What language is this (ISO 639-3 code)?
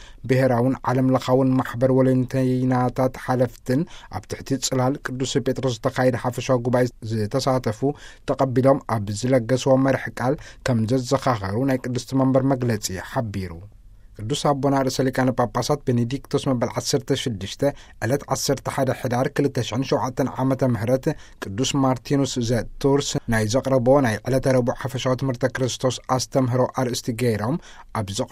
tir